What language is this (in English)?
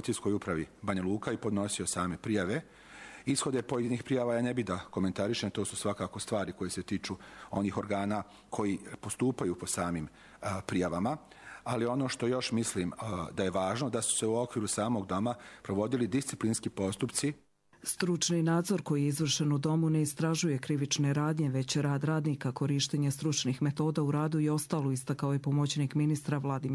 Croatian